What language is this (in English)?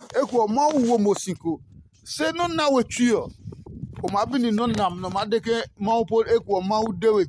Adangme